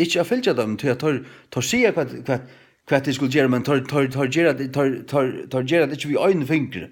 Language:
Faroese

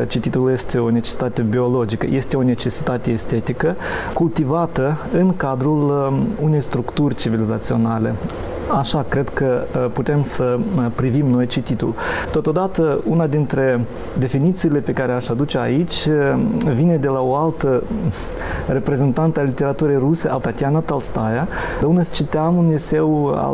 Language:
Romanian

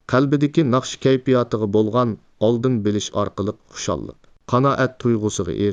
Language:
Uyghur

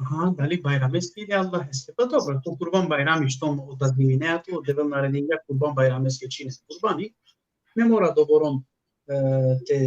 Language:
Balkan Romani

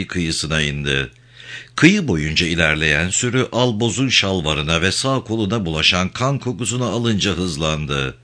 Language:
Turkish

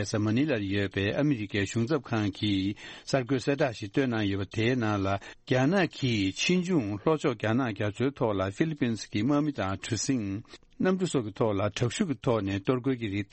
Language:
Tibetan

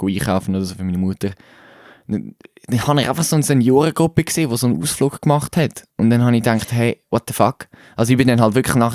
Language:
Swiss German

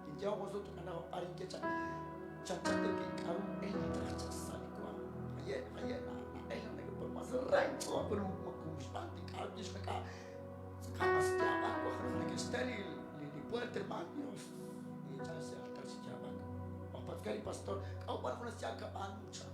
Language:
Kekchí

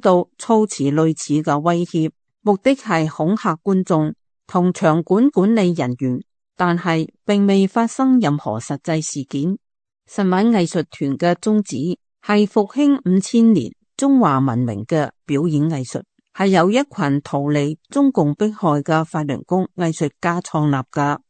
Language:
Cantonese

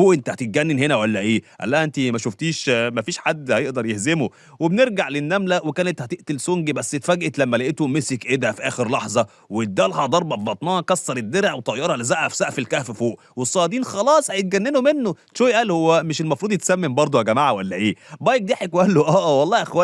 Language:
Egyptian Arabic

